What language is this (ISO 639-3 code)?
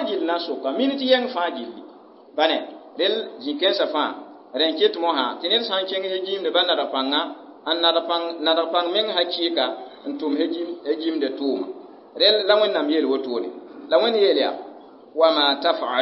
mos